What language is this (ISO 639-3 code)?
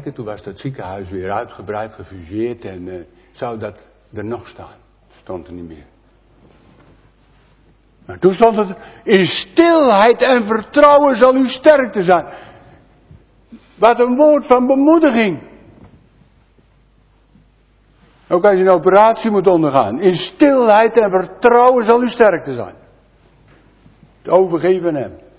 nld